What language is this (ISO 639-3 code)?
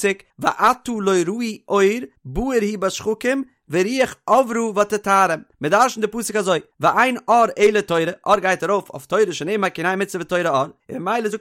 yid